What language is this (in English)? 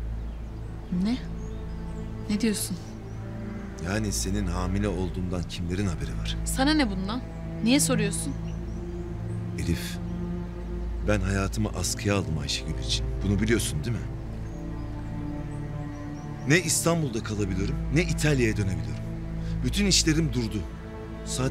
Turkish